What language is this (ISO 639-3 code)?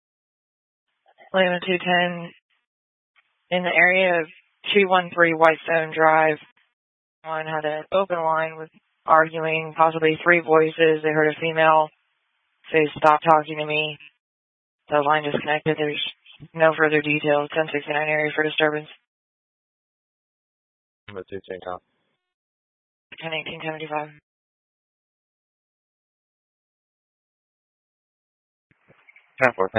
eng